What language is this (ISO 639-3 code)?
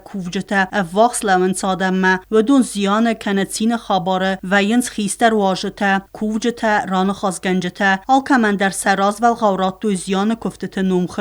oss